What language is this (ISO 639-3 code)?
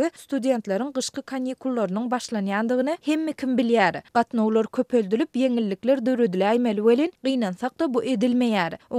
tuk